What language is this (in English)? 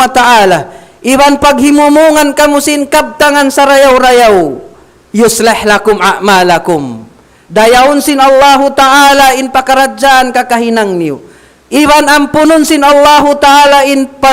Tausug